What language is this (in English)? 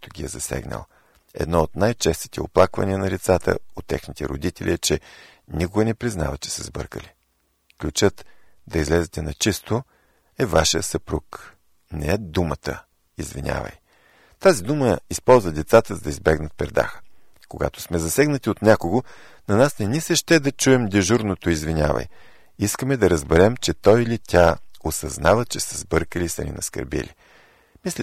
Bulgarian